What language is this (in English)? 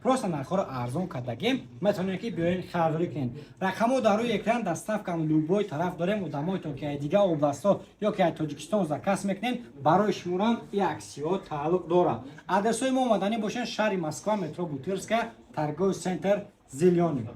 Tajik